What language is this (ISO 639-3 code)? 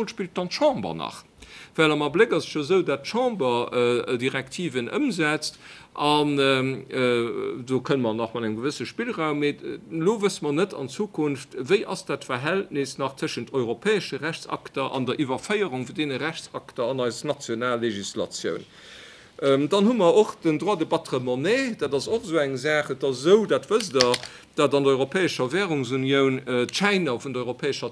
ltz